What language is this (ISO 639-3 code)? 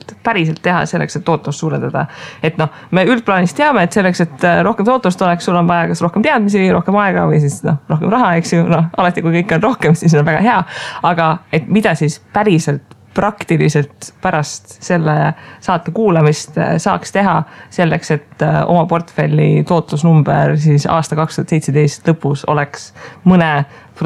est